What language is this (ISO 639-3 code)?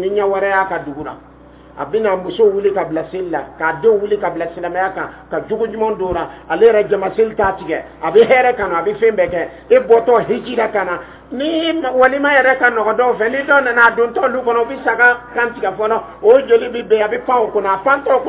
dyu